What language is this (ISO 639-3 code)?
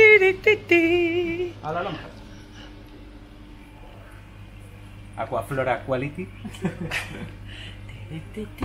spa